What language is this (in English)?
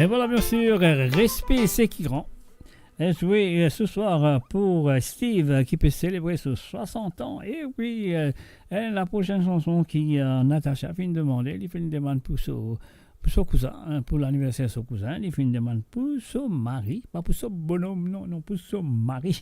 Morisyen